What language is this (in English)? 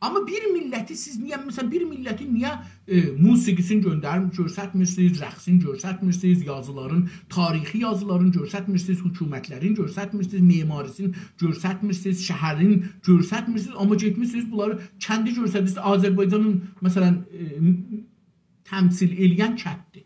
South Azerbaijani